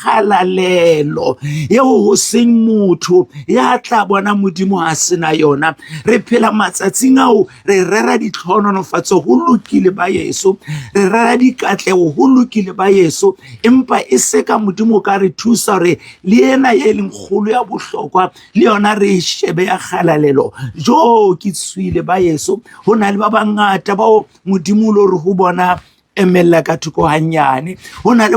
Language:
Southern Sotho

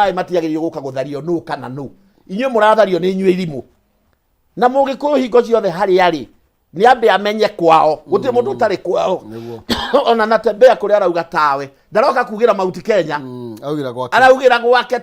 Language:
Kikuyu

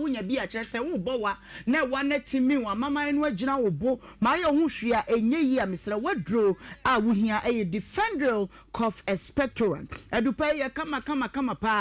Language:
Akan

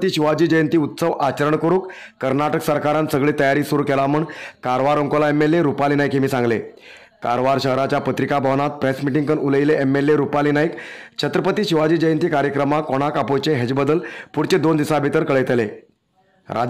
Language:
Konkani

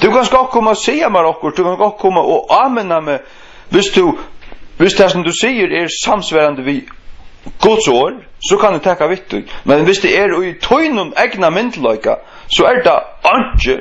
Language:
Faroese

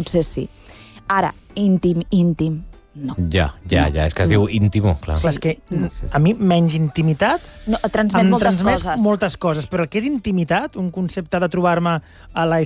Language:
Catalan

